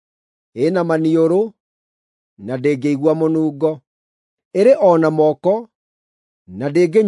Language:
Kikuyu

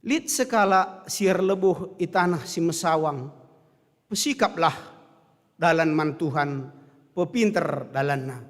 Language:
Batak Karo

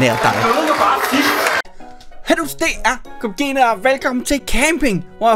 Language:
Danish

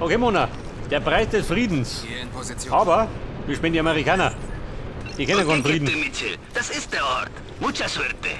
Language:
Bavarian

